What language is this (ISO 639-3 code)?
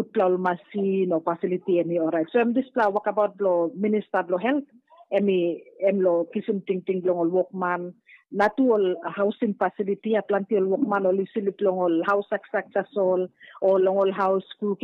tpi